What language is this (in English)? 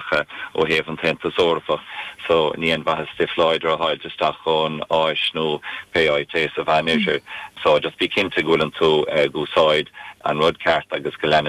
Irish